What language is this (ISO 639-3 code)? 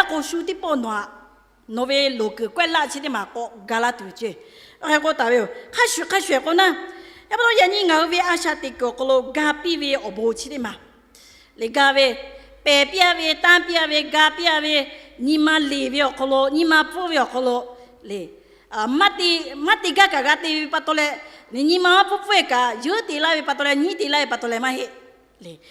lhu